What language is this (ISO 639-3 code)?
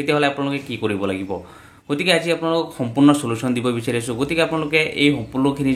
asm